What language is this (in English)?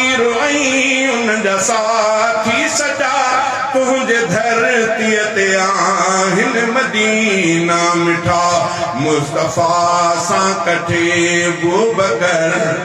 Sindhi